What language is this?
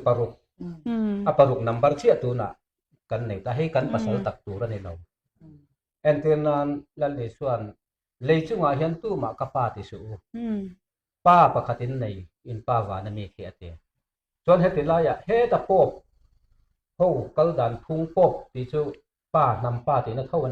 Mizo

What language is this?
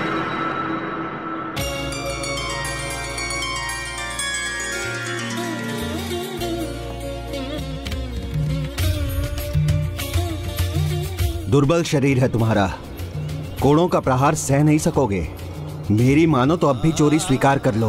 Hindi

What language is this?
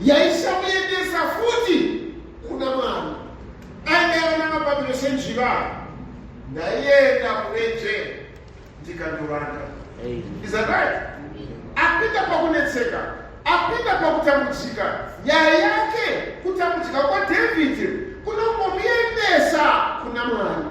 Shona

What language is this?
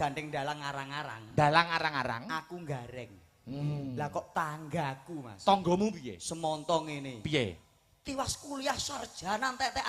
Javanese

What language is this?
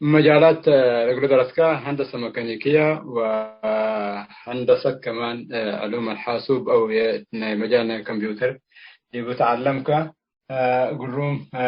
Tigre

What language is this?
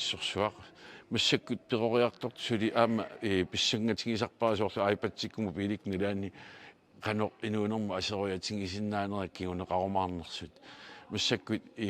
Kalaallisut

